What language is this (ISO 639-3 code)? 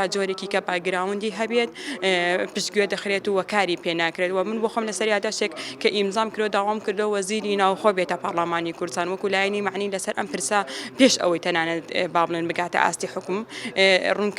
ckb